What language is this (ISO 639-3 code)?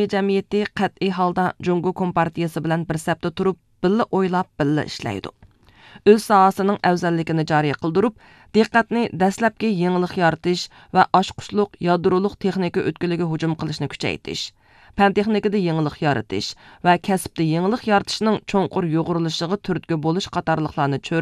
uig